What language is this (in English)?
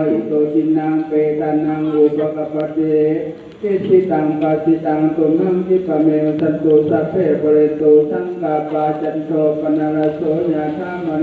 Pali